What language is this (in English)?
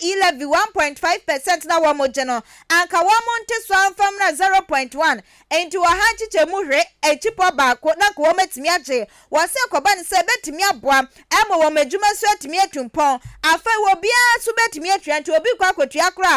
Akan